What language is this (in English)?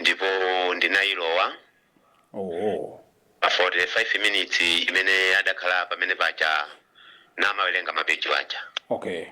Nyanja